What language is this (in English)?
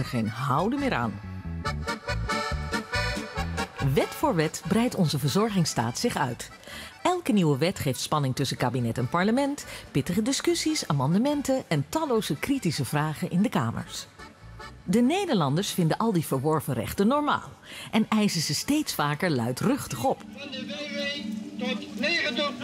Dutch